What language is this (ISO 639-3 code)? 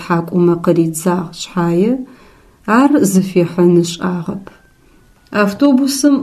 ady